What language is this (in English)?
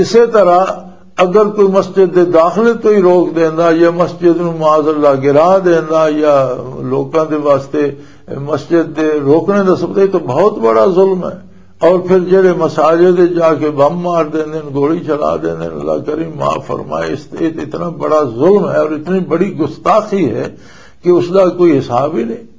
Western Panjabi